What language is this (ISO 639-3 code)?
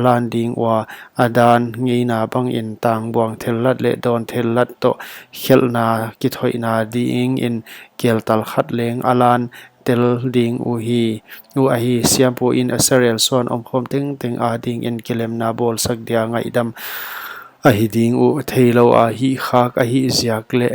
pck